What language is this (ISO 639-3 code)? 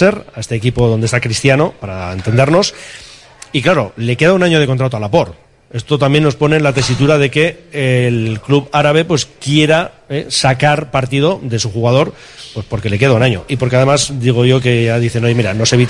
spa